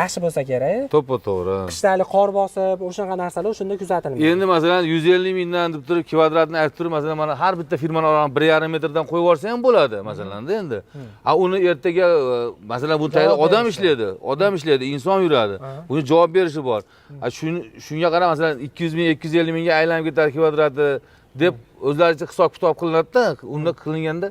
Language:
Uzbek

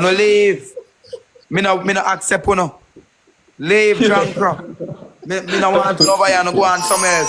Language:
Jamaican Creole English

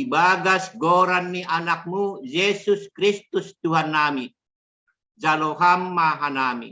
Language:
Batak Simalungun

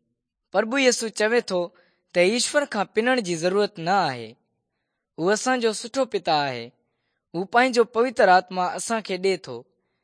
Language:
Sindhi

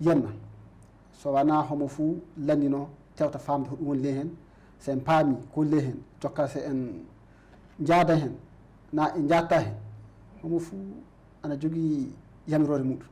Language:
Fula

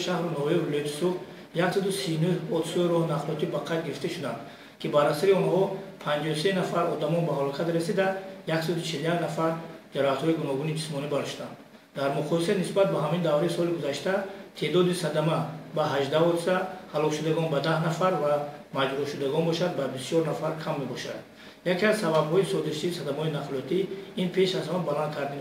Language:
Tajik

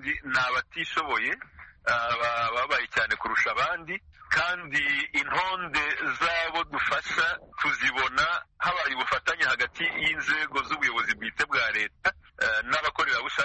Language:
Kinyarwanda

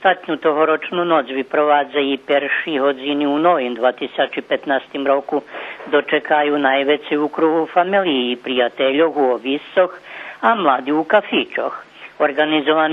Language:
Rusyn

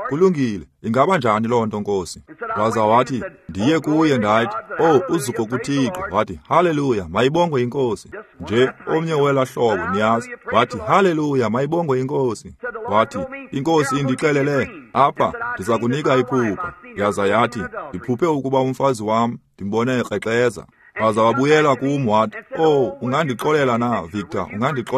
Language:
Xhosa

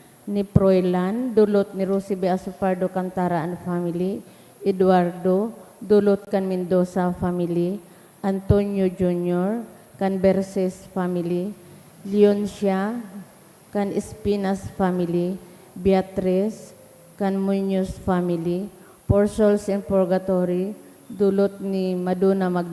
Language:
Bikol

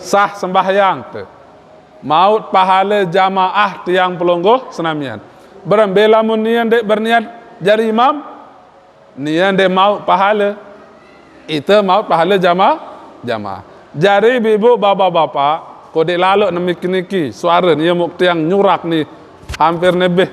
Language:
Sasak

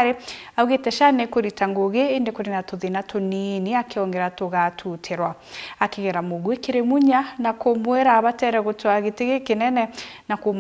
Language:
Meru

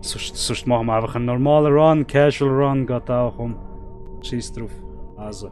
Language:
Swiss German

